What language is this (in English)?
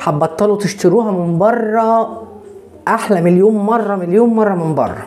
Egyptian Arabic